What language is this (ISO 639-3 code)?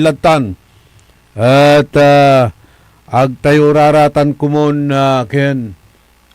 pag